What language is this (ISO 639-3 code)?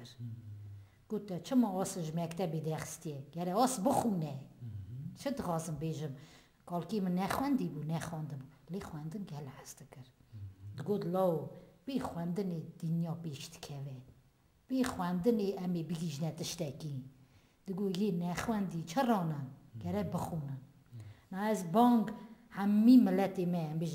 kur